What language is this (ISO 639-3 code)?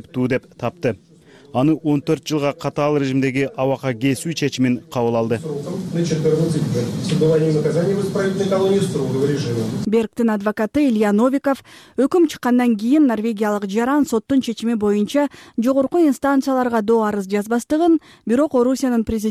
kir